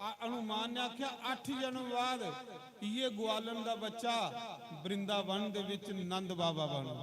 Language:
Dogri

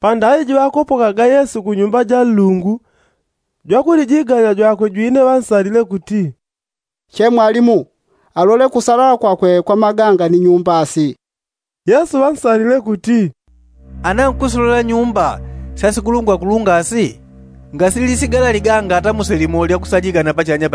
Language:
Yao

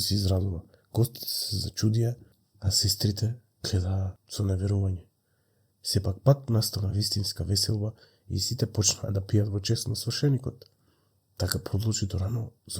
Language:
Macedonian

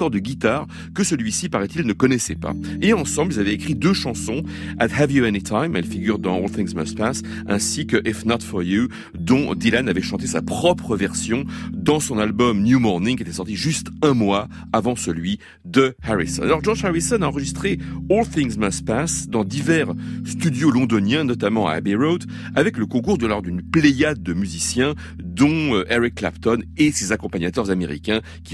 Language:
French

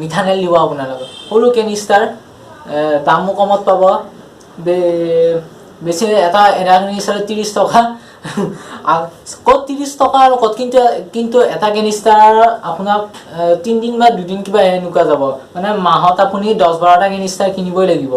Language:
Assamese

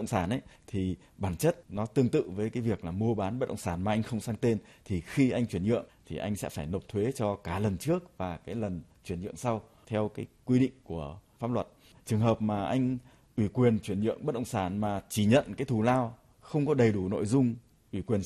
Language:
Vietnamese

